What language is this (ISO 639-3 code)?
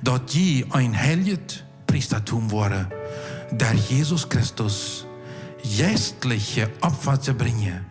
pdt